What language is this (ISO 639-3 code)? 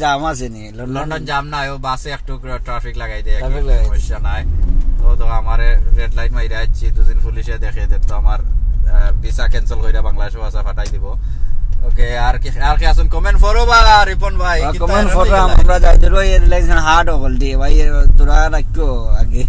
syl